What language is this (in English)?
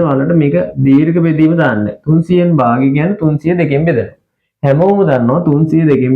Sinhala